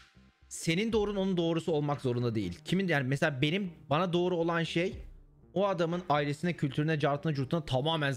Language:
Turkish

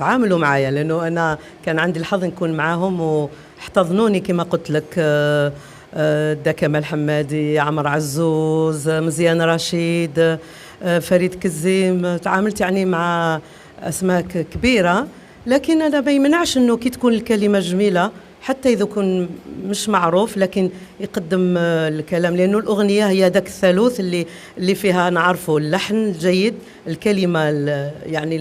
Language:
Algerian Arabic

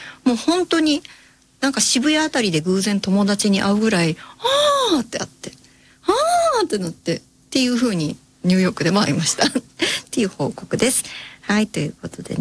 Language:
Japanese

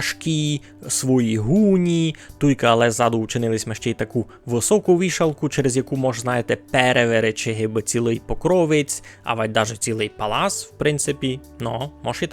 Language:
Rusyn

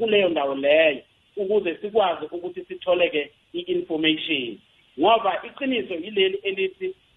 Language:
South Ndebele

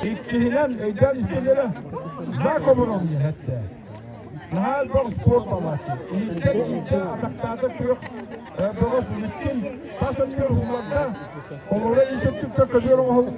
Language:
Yakut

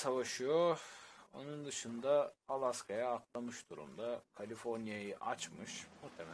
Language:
Turkish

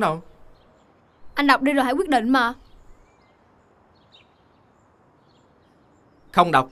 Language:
Vietnamese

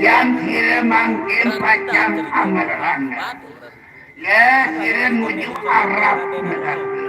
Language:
Sasak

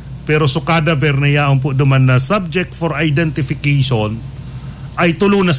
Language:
Bikol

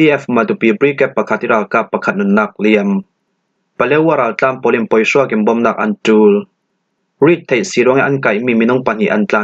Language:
Falam Chin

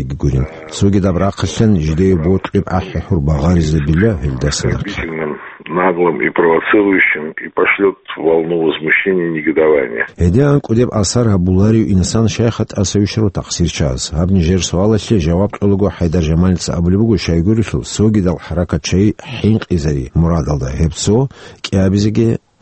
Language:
Avaric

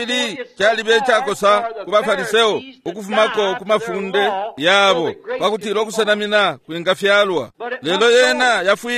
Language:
Bemba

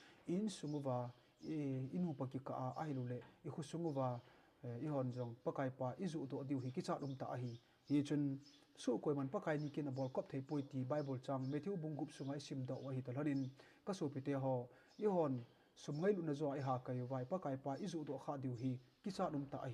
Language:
Thado Chin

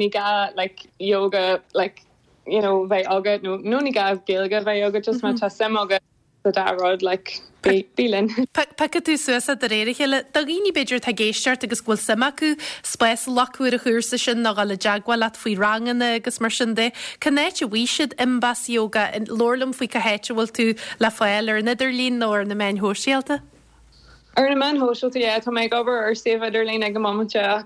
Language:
Irish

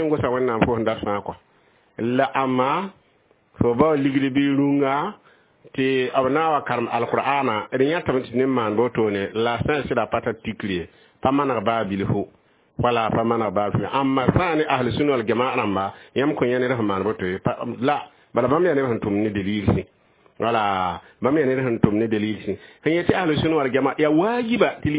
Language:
Mossi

